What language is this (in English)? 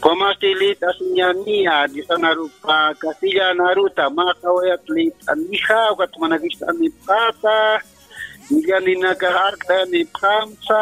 Aymara